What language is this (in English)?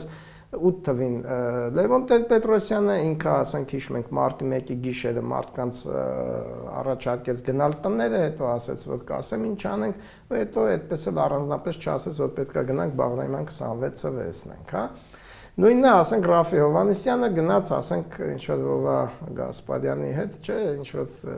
Armenian